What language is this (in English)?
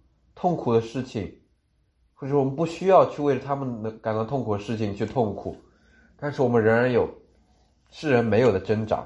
Chinese